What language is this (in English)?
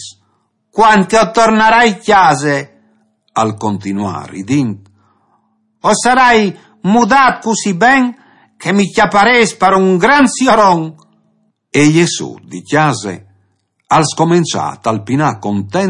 Friulian